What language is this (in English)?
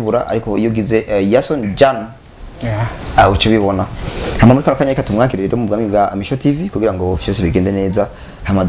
Rundi